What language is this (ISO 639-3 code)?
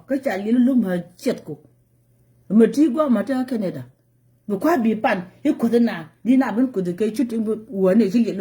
nus